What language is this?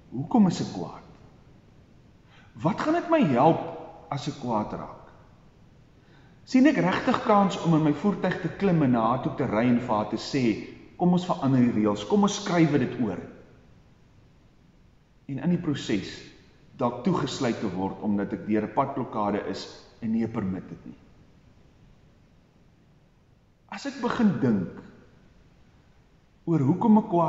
Afrikaans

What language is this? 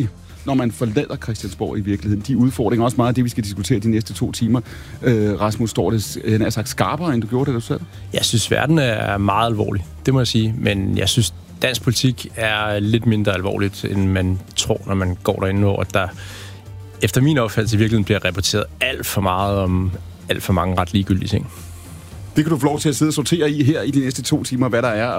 Danish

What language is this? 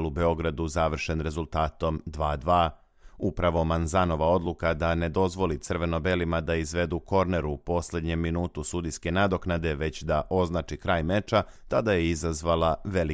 Bosnian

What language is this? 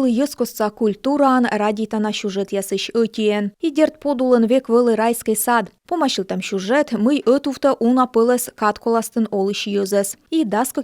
Komi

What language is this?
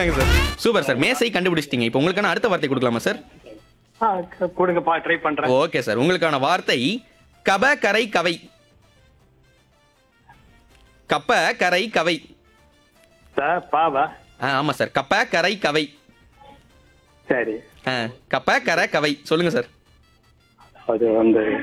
Tamil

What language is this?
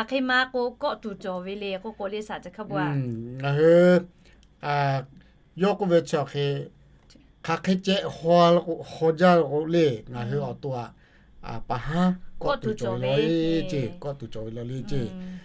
Lahu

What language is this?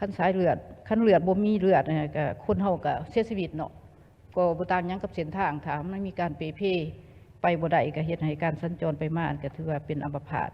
Lao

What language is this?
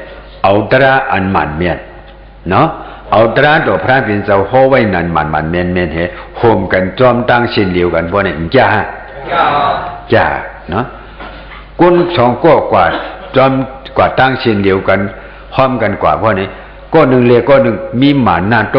Shan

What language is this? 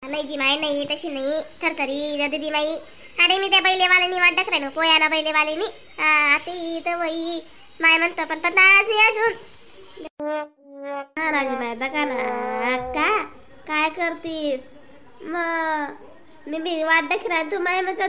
Khandesi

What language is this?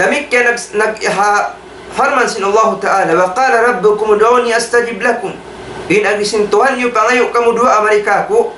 Tausug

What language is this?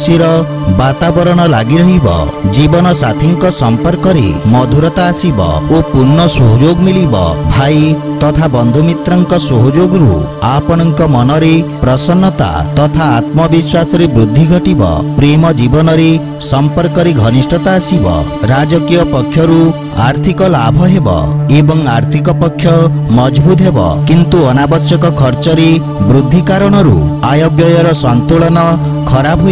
Odia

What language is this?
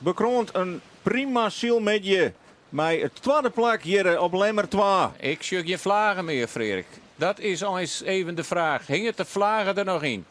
Western Frisian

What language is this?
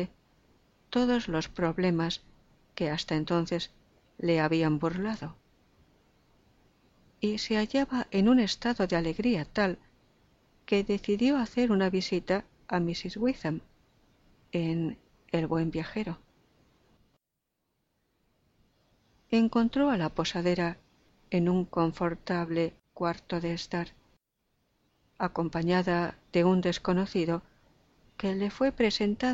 Spanish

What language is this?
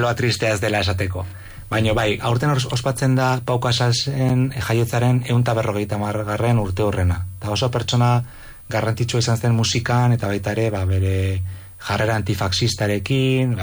Basque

